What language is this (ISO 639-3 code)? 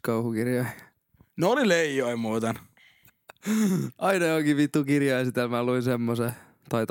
fin